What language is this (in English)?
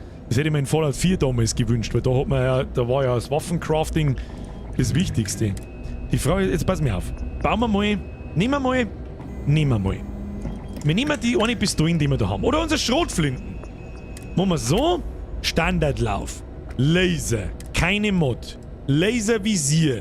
Bavarian